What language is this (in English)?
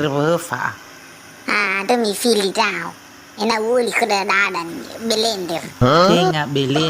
Nias